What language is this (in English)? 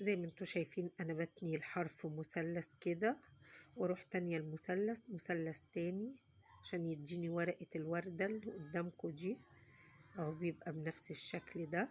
Egyptian Arabic